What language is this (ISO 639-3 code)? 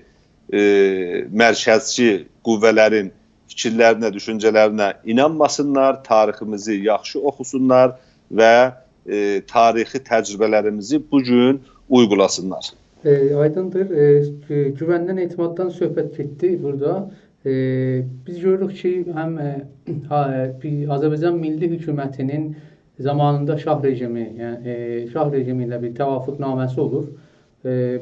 azb